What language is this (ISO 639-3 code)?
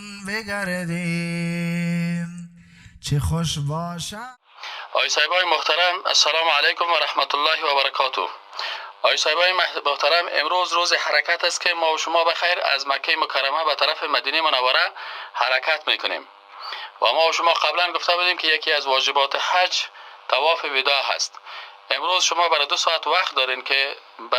fas